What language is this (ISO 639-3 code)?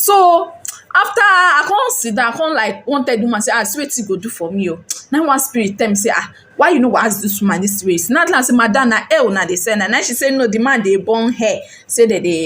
pcm